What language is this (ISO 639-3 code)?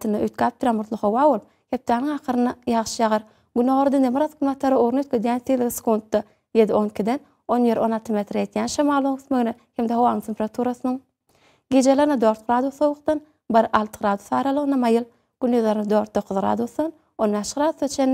tuk